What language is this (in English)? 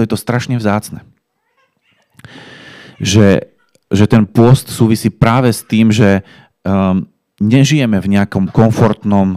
Slovak